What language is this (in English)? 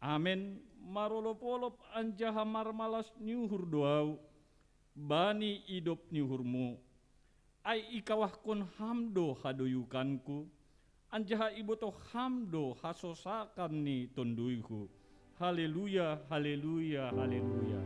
Batak Simalungun